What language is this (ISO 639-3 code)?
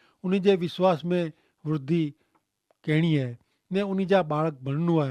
kfr